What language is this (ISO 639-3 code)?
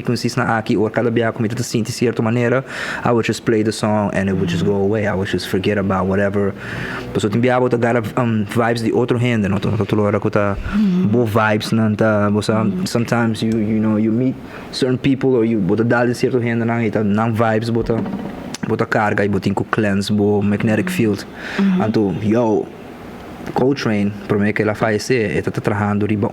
pap